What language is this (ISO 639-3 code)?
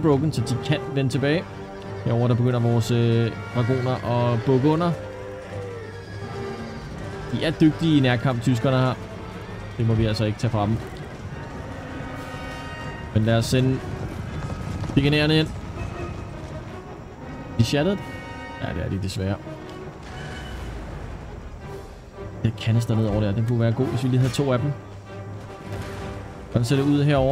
dan